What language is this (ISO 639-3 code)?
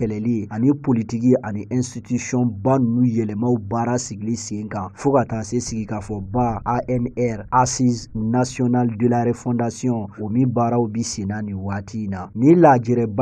bam